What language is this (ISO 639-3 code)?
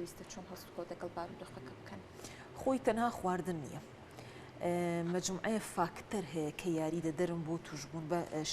ckb